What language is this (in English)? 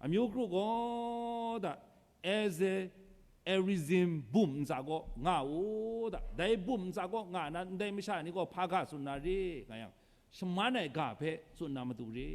Kachin